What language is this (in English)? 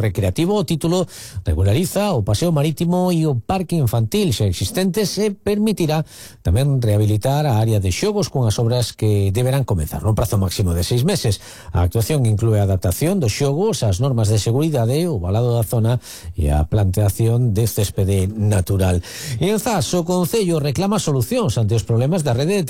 Galician